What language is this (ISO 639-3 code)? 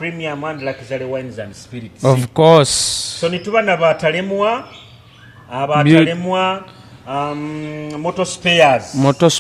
nyo